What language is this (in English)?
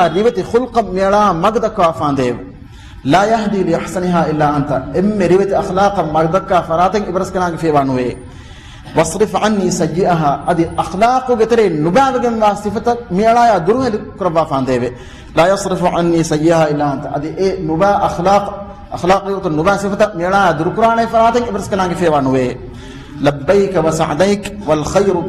Divehi